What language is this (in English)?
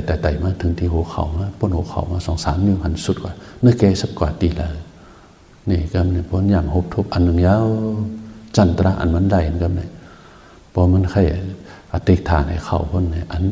Shan